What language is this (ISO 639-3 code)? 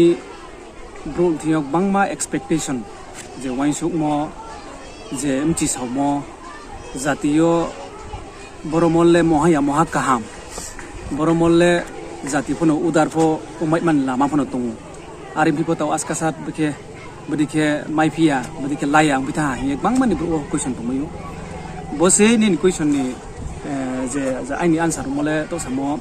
ria